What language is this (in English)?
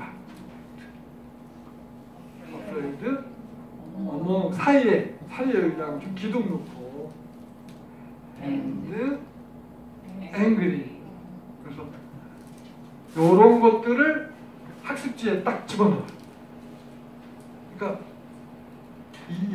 Korean